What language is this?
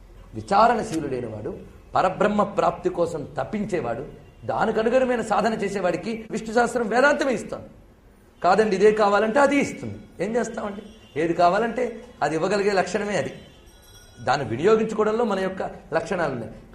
Telugu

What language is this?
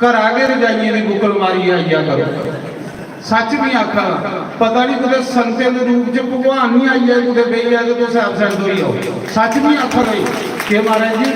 Dogri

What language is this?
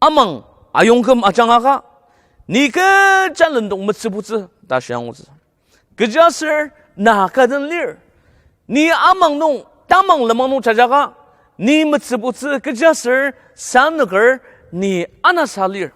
Ao Naga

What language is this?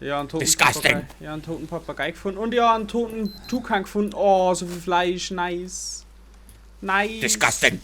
Bavarian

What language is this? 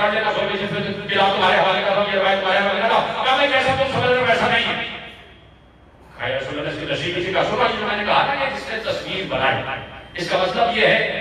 Urdu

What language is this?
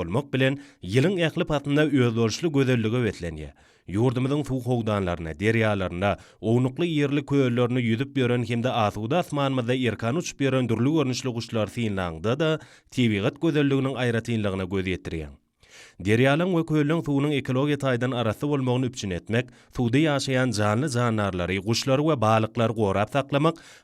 Turkmen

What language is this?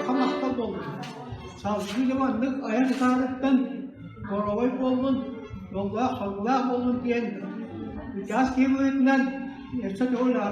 Yakut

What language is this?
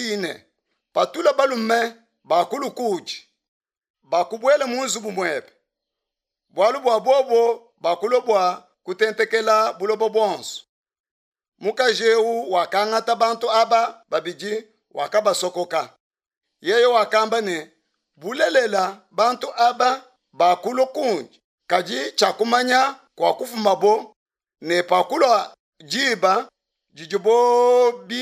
Luba-Lulua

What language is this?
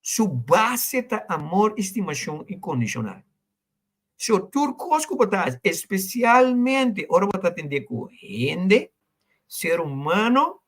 Papiamento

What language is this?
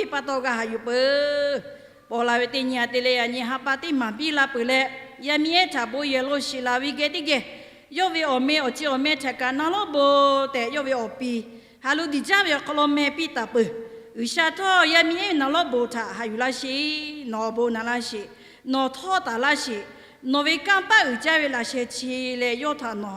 Lahu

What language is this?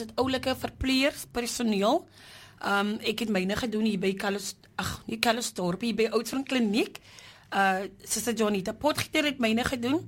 Afrikaans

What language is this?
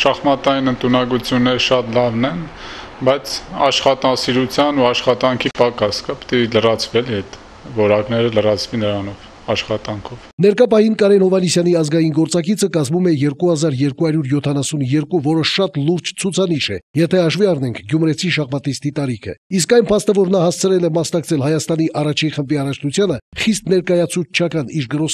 Armenian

